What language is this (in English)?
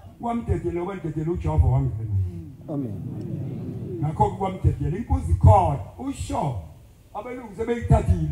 Zulu